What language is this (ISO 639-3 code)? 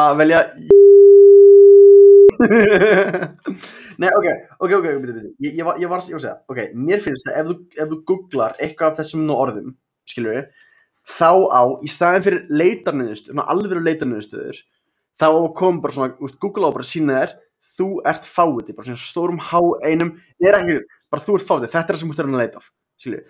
isl